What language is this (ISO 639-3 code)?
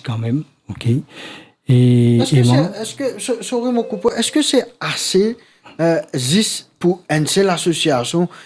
mfe